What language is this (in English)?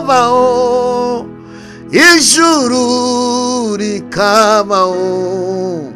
Kinyarwanda